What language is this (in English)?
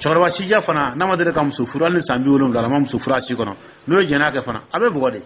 Dyula